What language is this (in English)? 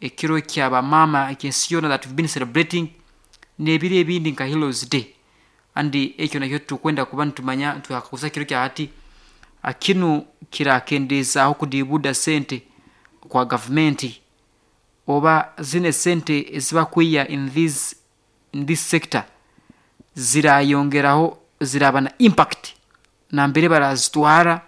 Nyoro